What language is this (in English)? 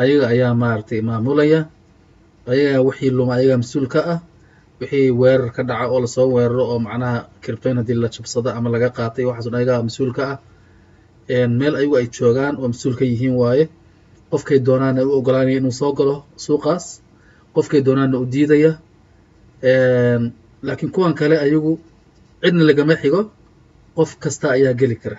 Somali